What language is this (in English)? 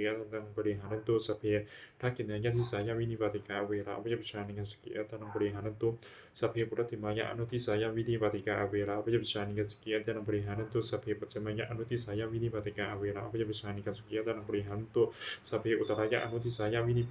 Pali